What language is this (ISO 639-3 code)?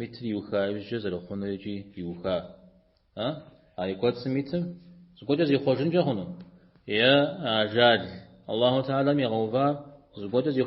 kbd